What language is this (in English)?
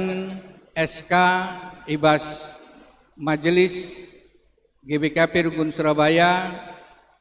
Batak Karo